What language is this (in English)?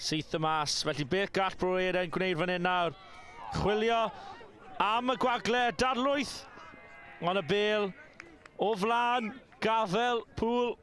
Welsh